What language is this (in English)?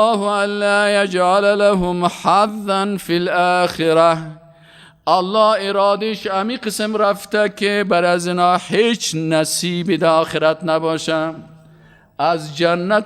Persian